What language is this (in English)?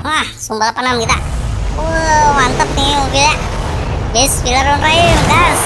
Banjar